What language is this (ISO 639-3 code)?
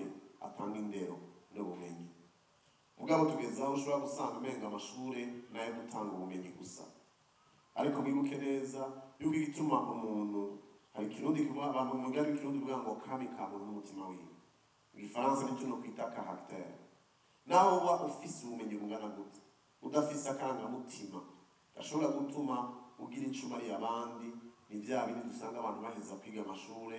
run